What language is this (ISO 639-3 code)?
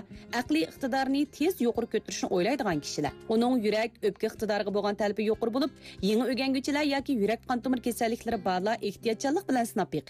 uig